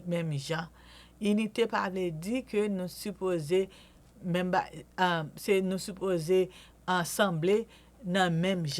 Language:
Haitian Creole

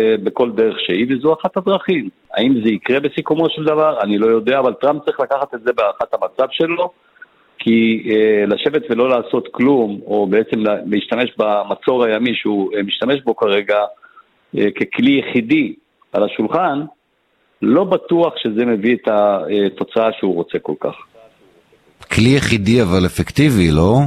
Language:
Hebrew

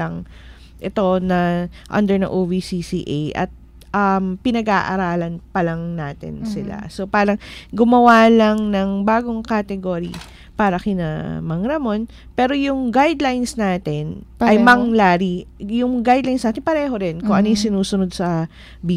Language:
Filipino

